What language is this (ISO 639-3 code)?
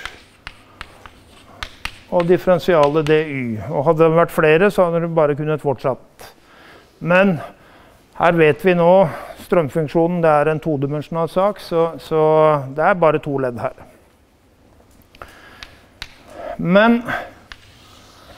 nor